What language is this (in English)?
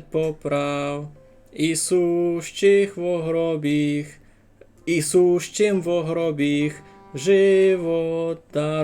Rusyn